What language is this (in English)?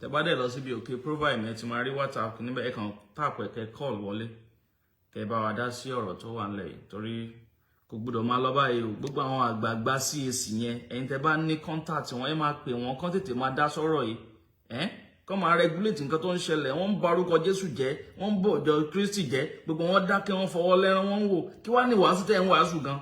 Yoruba